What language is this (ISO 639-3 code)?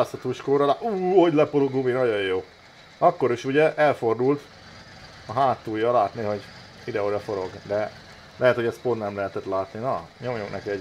hun